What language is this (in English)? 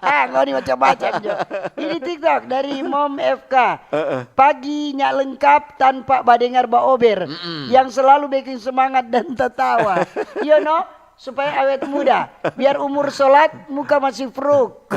Manado Malay